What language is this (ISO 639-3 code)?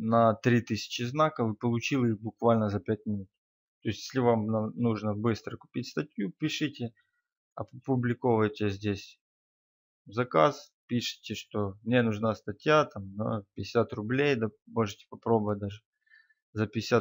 rus